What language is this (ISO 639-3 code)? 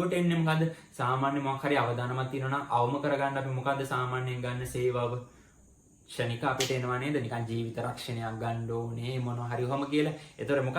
sin